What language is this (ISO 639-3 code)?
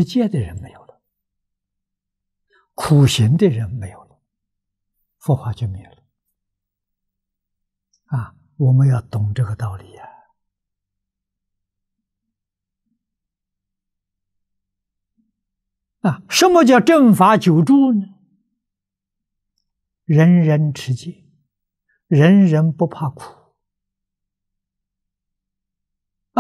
zho